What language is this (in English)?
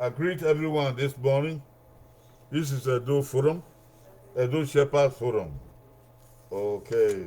Bini